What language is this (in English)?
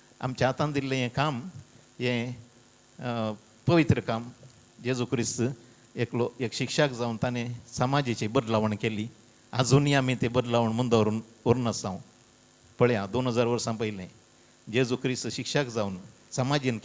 Konkani